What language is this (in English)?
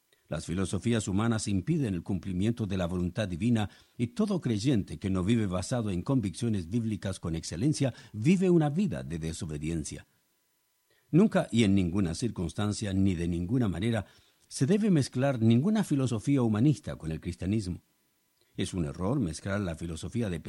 Spanish